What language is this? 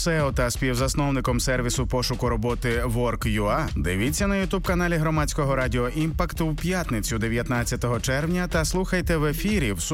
Ukrainian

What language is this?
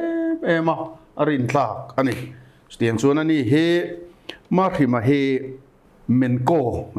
Mizo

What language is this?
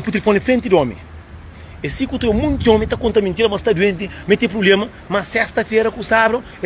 Kabuverdianu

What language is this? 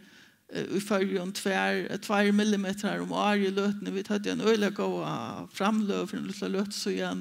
Faroese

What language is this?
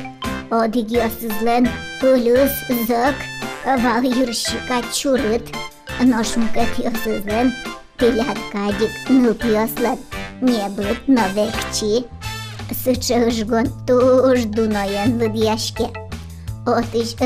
Udmurt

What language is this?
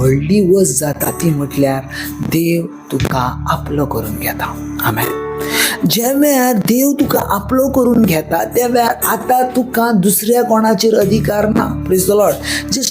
Konkani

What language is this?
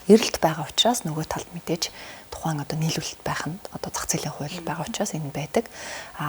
Mongolian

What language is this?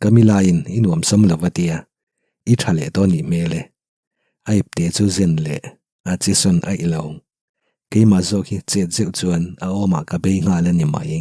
Mizo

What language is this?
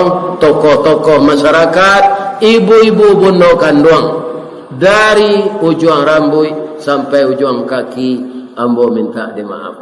Minangkabau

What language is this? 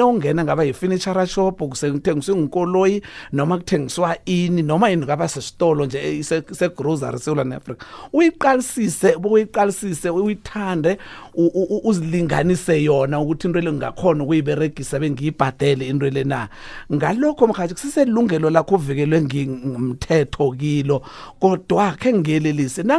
South Ndebele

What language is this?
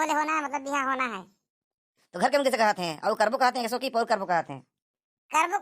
Chhattisgarhi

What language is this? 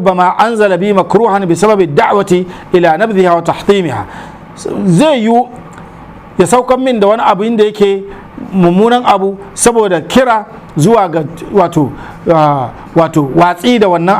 Hausa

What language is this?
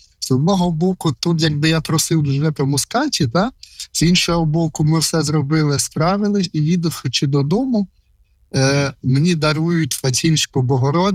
Ukrainian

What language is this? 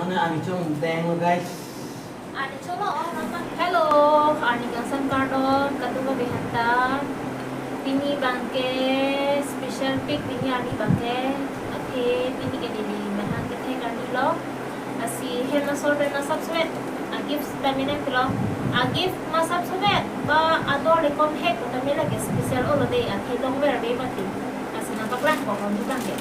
Karbi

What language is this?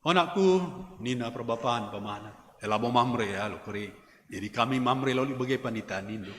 Batak Karo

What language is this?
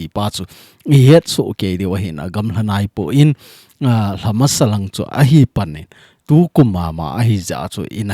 Thado Chin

